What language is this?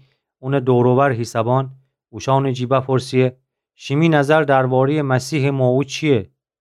Gilaki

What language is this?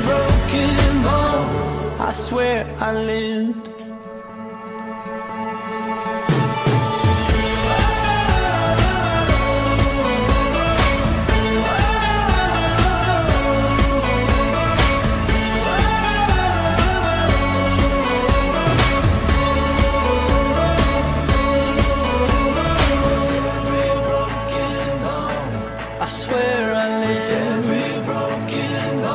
English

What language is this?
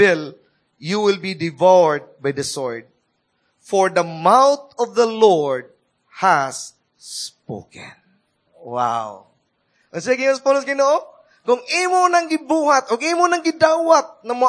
Cebuano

